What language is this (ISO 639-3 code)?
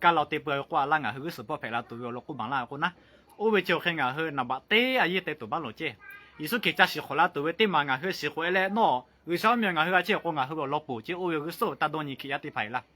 lhu